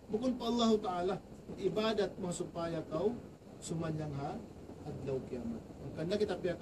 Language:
Tausug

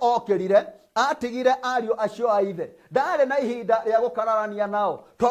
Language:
Kikuyu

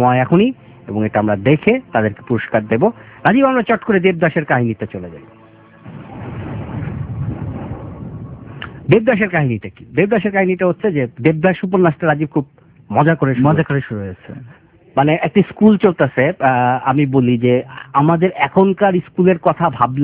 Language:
Bangla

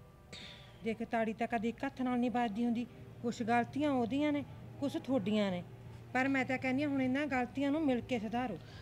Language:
Punjabi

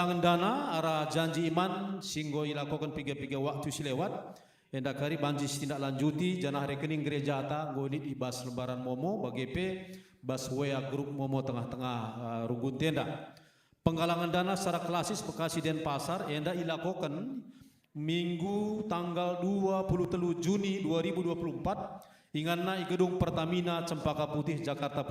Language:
Batak Karo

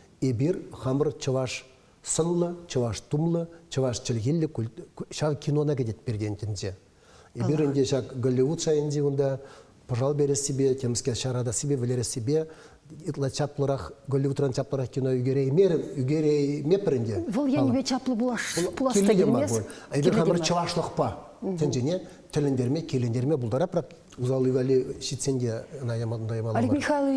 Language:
Chuvash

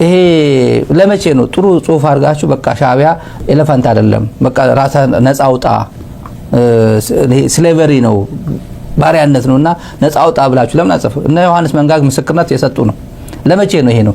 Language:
Amharic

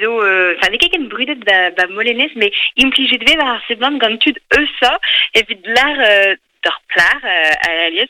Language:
Breton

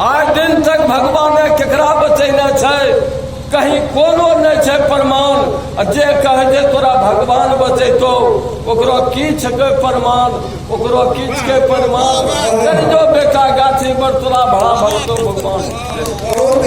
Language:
Angika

